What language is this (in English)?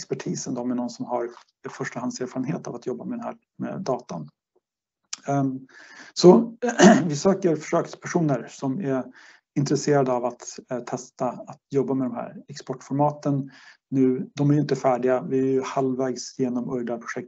Swedish